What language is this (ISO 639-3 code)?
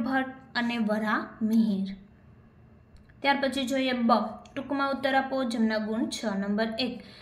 guj